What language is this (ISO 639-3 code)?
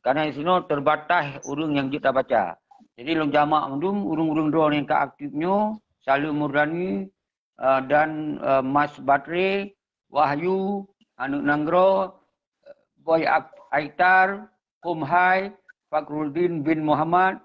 ace